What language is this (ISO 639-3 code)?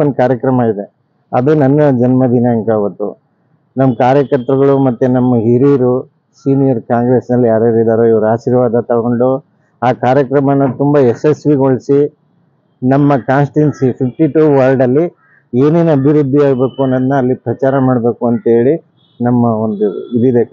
kan